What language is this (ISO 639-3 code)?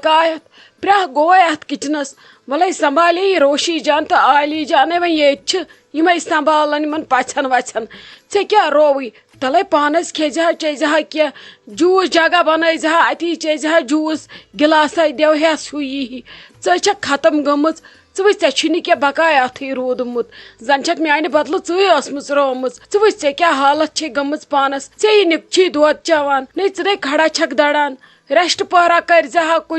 kas